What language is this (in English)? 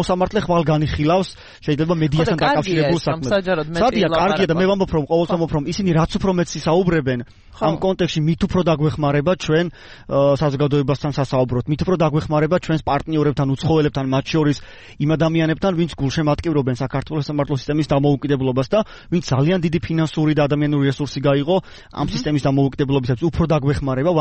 Georgian